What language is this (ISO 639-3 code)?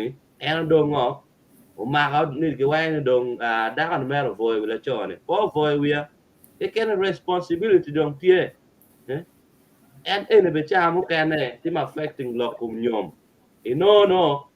ach